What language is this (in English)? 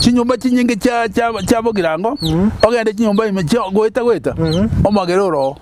Gusii